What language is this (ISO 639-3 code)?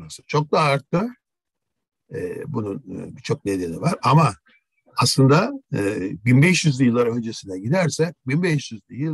tur